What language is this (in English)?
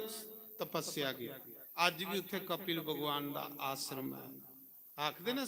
Dogri